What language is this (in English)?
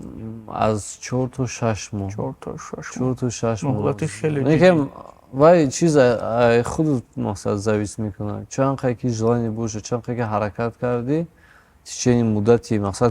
Tajik